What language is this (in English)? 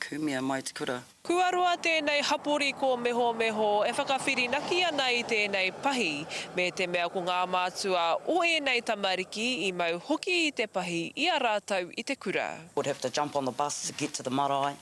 Māori